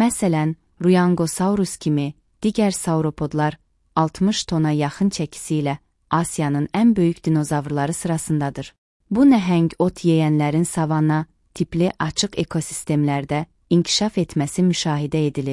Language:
Azerbaijani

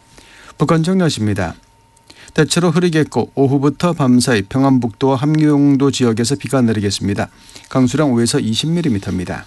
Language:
Korean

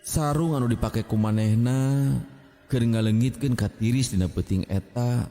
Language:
Sundanese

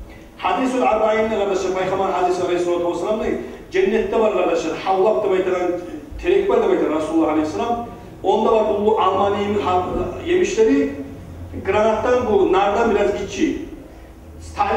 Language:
Kumyk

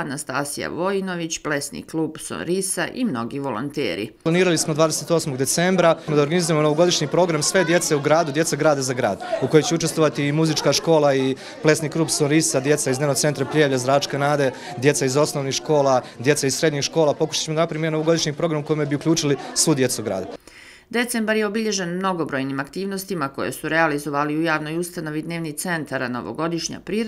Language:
Croatian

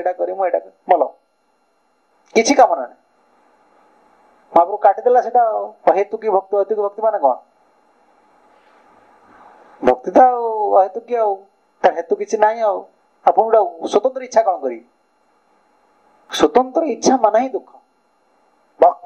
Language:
Odia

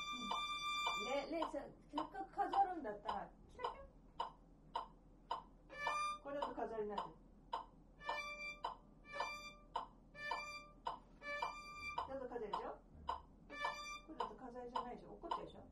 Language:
Japanese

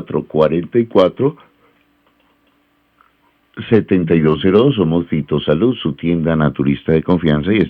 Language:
Spanish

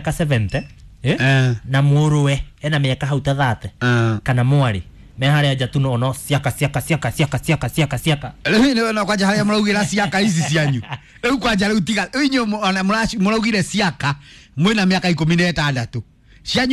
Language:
Kikuyu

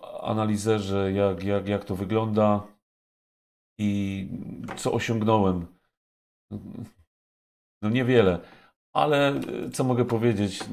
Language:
Polish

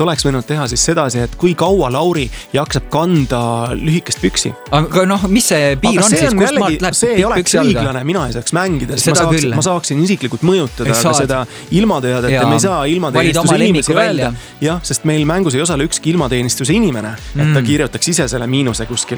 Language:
Estonian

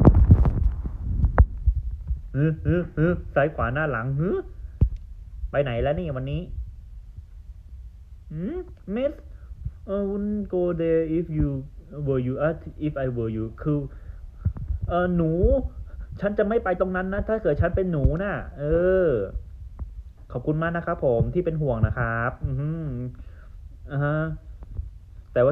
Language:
Thai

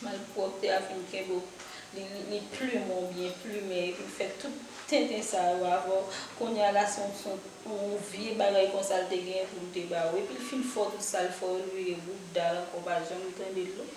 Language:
Haitian Creole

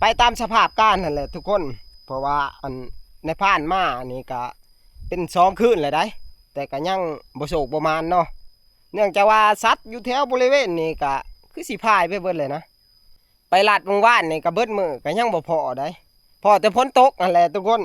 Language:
Northeastern Thai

